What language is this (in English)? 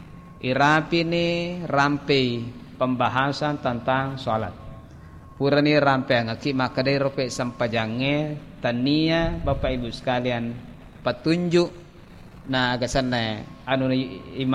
Buginese